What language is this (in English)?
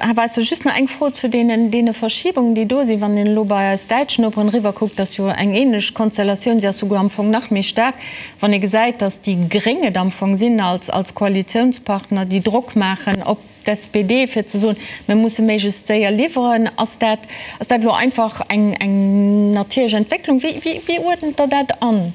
Luxembourgish